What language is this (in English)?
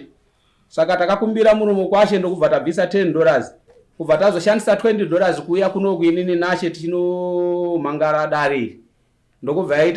Shona